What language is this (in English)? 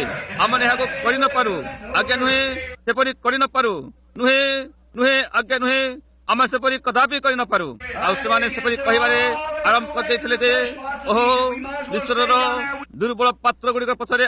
Odia